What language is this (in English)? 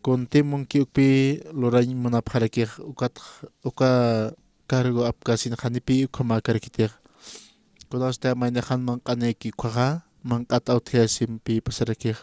Aymara